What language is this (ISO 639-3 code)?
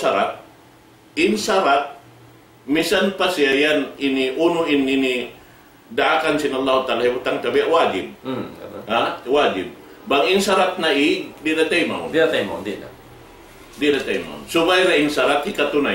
tsg